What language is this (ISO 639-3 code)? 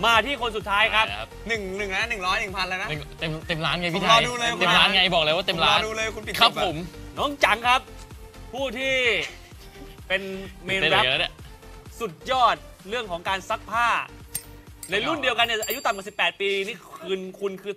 tha